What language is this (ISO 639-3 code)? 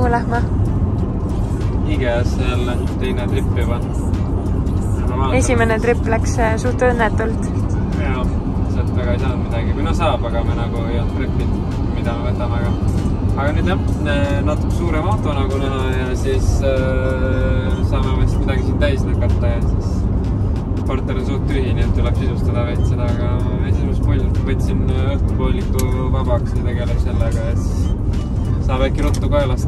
est